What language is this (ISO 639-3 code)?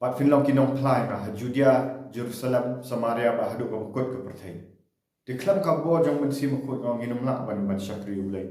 kha